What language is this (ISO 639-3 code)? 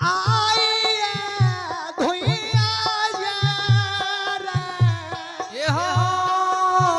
mai